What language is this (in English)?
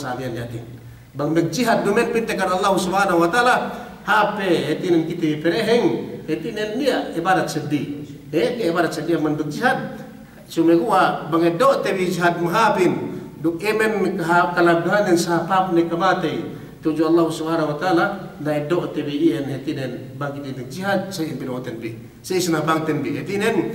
Yakan